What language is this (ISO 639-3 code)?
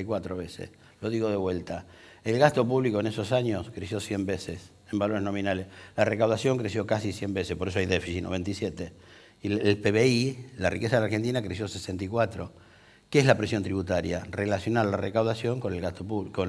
spa